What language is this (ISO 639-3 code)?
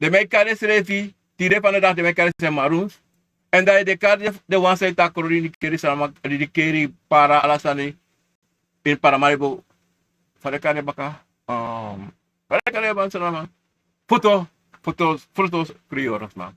srn